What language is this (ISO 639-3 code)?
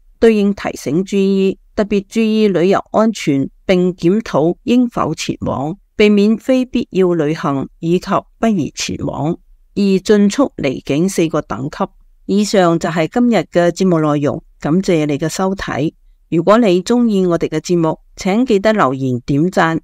yue